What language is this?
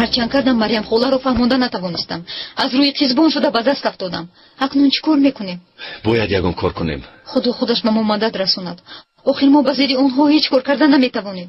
Tajik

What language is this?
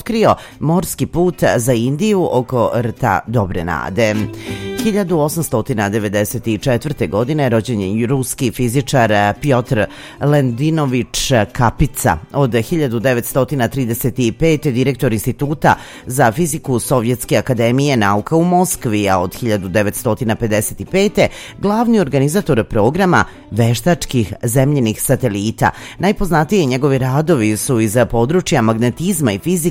Serbian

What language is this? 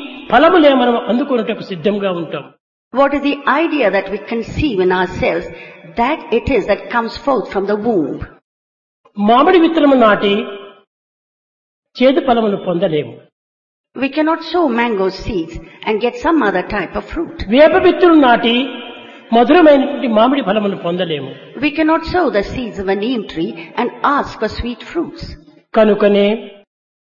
Telugu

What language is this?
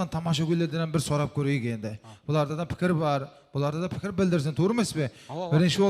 Kara-Kalpak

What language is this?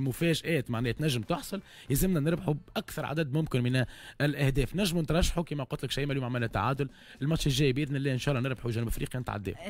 Tunisian Arabic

